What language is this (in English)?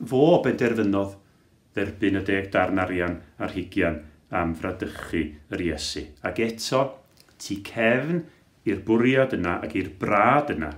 Welsh